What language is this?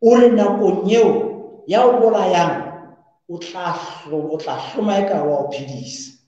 Southern Sotho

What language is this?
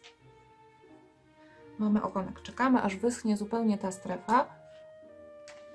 Polish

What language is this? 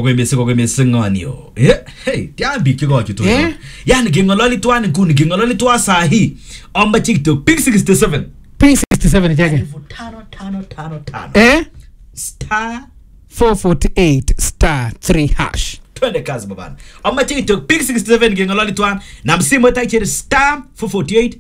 Swahili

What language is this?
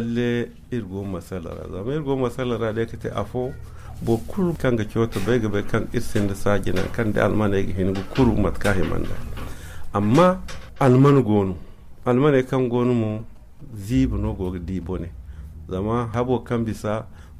Zarma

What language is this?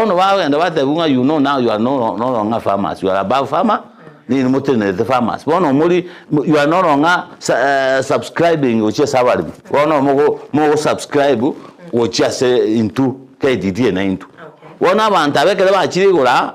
Gusii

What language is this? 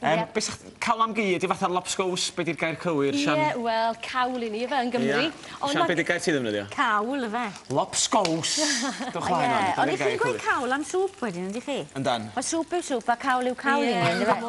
Welsh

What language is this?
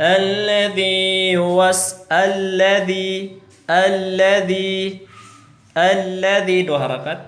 Tausug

